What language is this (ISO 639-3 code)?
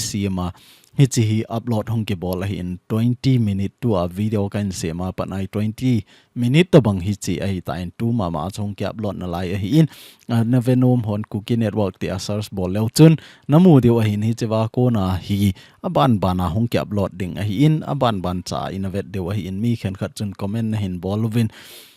tcz